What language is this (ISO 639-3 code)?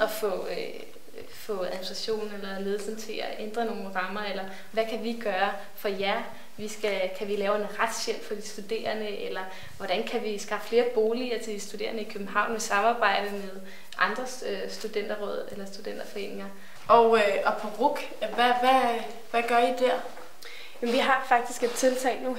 dan